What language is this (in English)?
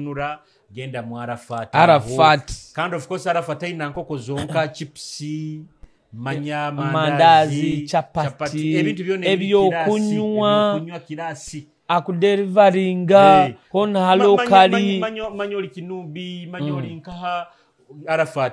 Nyoro